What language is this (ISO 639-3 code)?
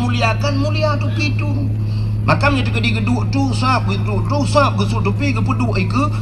ace